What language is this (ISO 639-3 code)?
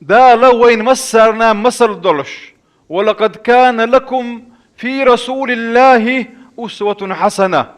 che